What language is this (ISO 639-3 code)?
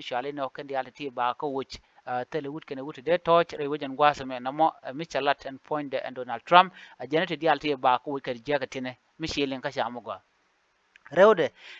nus